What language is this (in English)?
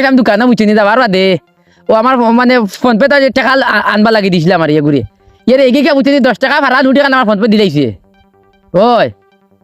Sylheti